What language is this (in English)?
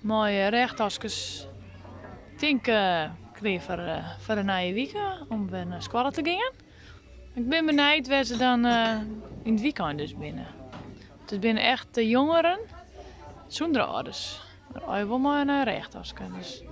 Western Frisian